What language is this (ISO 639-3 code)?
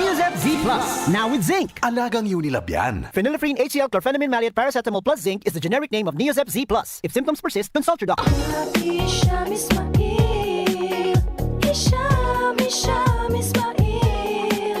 bik